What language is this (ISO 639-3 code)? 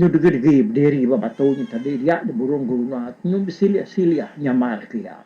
iba